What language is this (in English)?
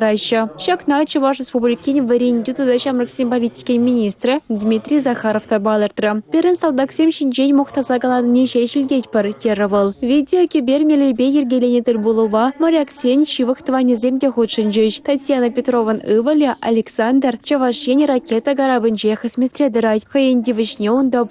Chuvash